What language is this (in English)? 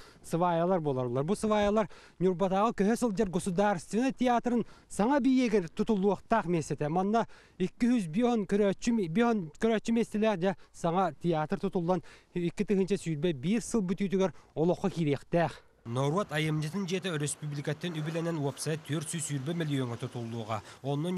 Yakut